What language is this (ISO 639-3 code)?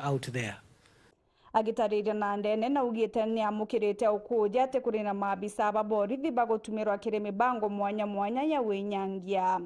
mer